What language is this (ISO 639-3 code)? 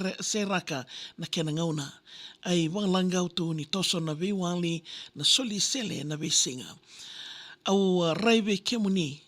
fij